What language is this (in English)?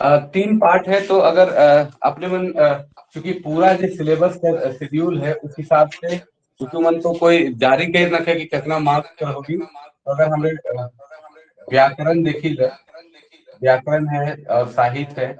Sadri